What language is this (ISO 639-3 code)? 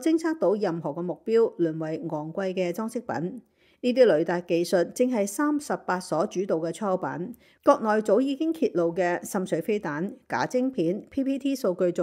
yue